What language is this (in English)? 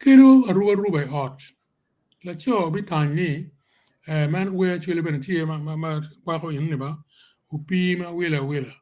Acoli